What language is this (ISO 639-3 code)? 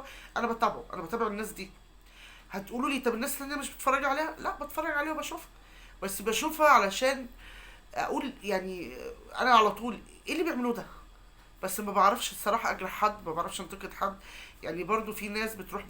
arz